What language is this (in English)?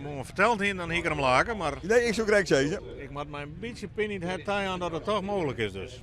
Western Frisian